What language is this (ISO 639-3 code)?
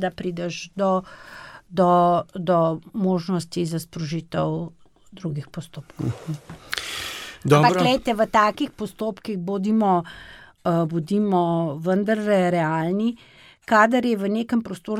slv